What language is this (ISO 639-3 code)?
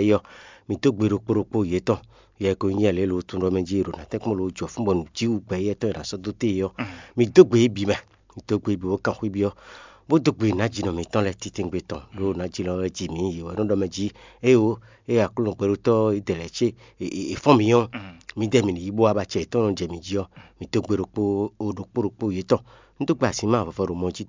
fon